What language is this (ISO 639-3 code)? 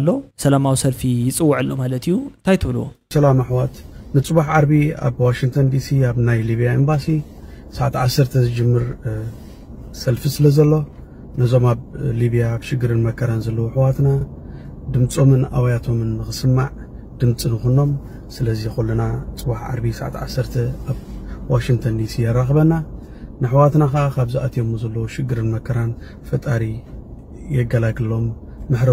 tir